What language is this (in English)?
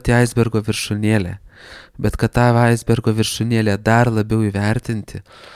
Lithuanian